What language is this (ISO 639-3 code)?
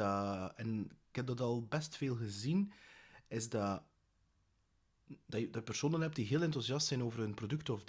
nld